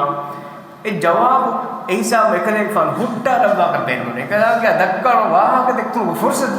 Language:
Divehi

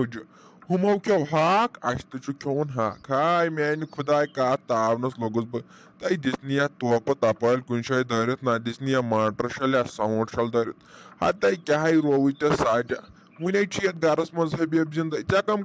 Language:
Kashmiri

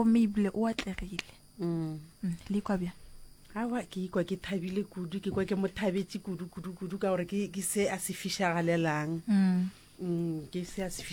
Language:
Northern Sotho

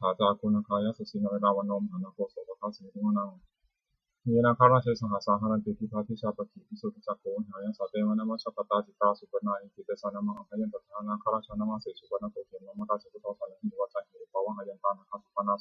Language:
Pali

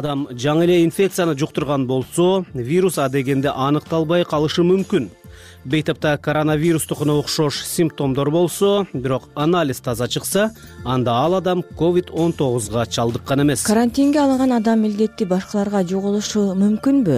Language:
Kyrgyz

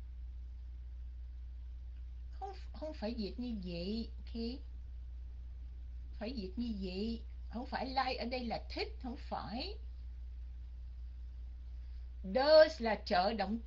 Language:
Vietnamese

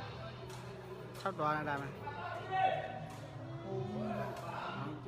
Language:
Burmese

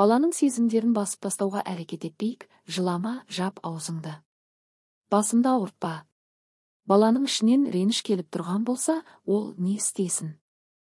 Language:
Kazakh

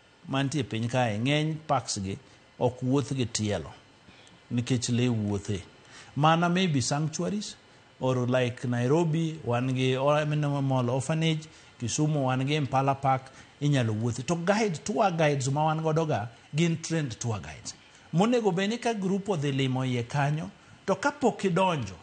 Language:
Luo (Kenya and Tanzania)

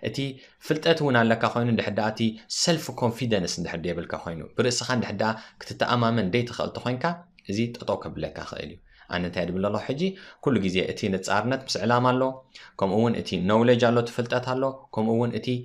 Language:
Tigrinya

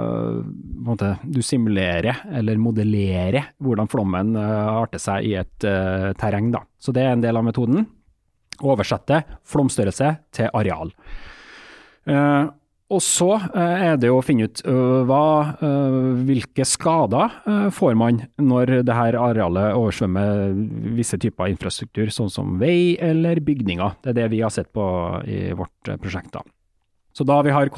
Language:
Norwegian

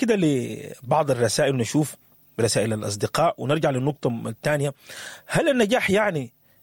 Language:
Sudanese Arabic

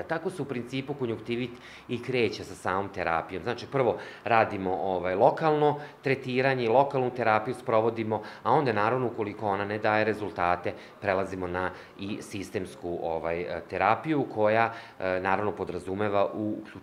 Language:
Serbian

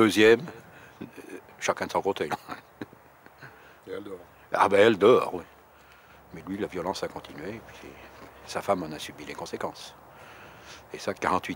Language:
French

